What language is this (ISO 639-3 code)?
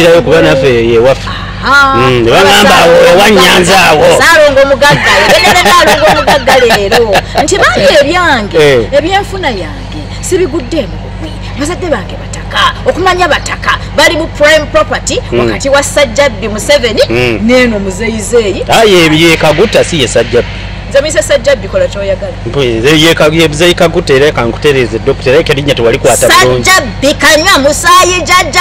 lug